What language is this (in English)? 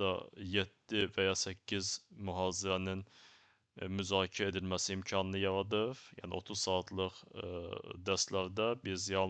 Azerbaijani